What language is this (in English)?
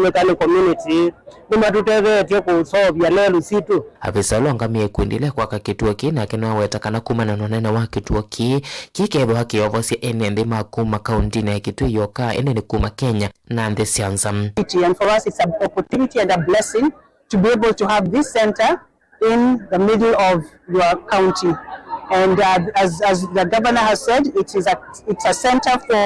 Kamba